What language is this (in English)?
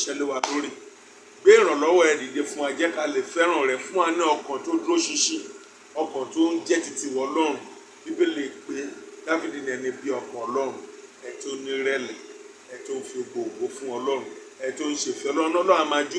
Yoruba